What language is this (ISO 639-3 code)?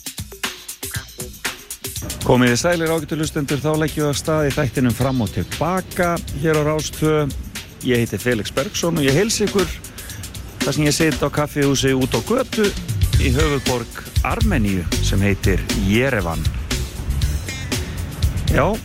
isl